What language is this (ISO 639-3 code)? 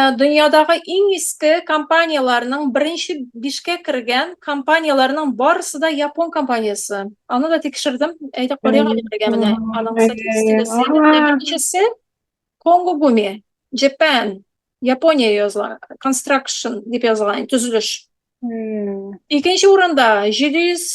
tat